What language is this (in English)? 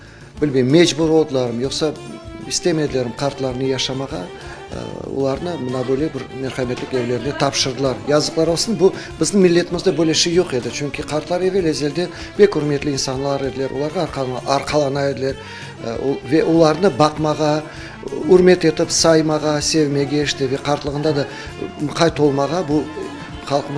Crimean Tatar